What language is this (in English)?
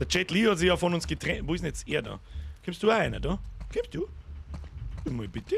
Bavarian